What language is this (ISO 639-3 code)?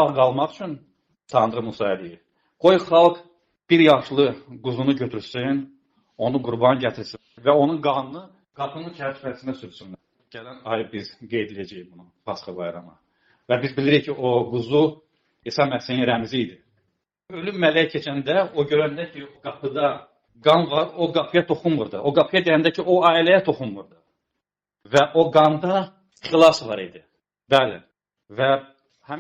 aze